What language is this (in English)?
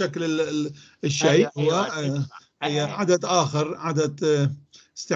North Levantine Arabic